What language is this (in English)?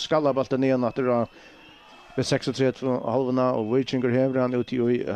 Faroese